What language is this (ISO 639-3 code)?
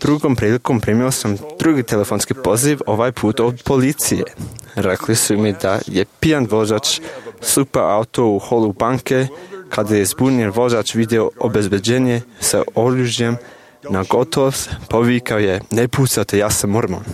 srp